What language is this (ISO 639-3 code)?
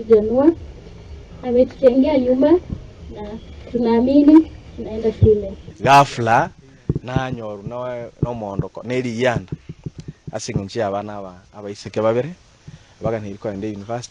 guz